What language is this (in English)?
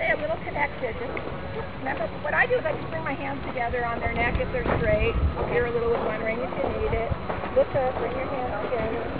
English